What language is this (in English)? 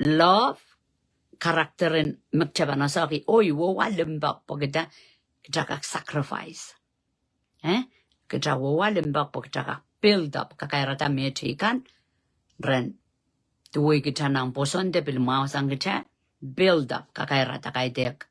Pohnpeian